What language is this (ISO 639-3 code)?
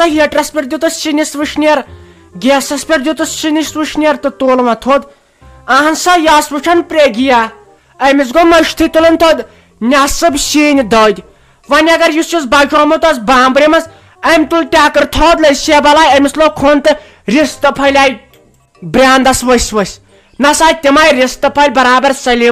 kas